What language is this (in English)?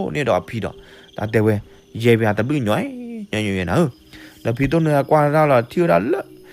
S'gaw Karen